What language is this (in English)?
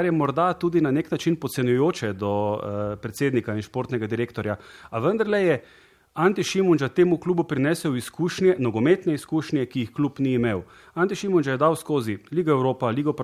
Slovenian